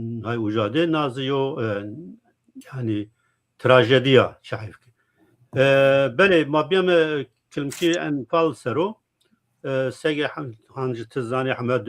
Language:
Zaza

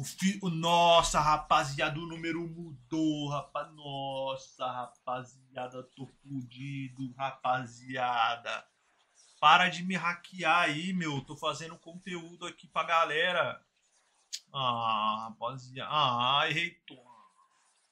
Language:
Portuguese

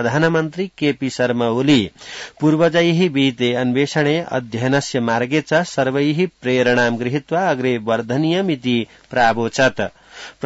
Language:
Sanskrit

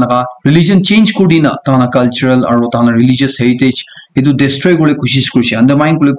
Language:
Naga Pidgin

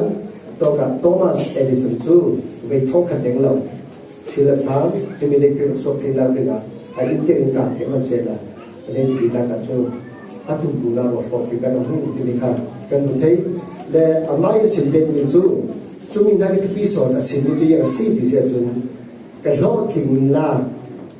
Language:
Falam Chin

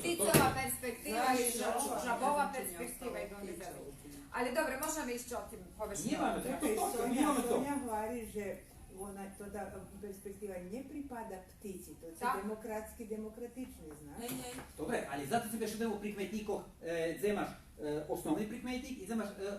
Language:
Rusyn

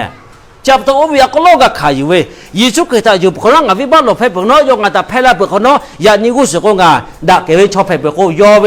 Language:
Lahu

